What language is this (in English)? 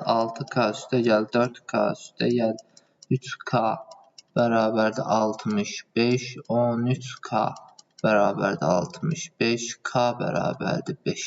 Azerbaijani